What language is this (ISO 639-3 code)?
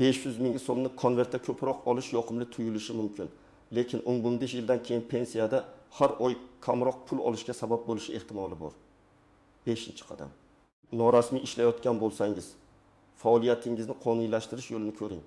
uzb